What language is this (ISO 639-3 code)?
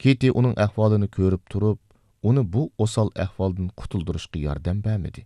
uig